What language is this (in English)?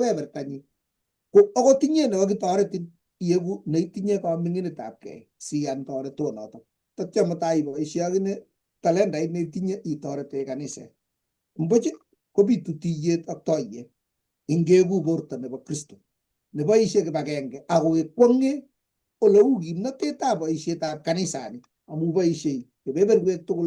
Kalenjin